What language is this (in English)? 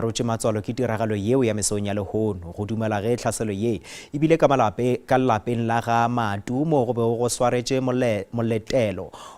Northern Sotho